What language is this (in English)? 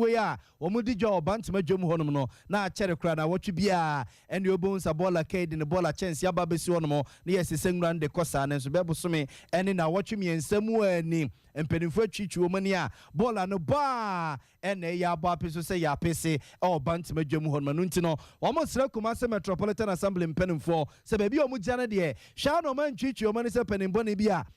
Akan